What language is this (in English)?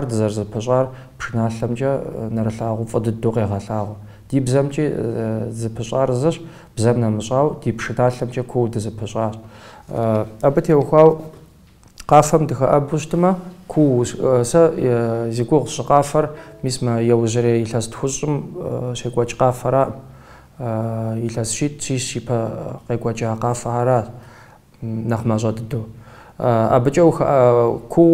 Kabardian